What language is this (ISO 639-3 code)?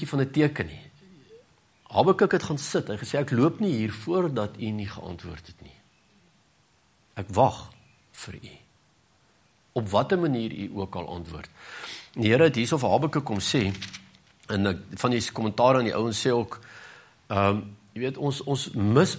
afr